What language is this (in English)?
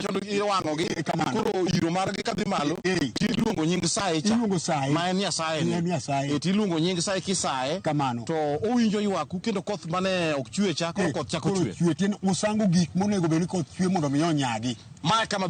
Luo (Kenya and Tanzania)